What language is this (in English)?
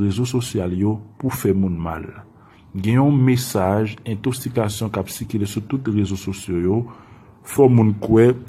Haitian Creole